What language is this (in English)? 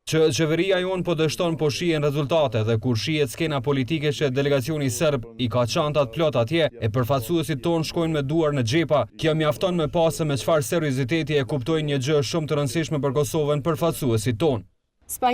Albanian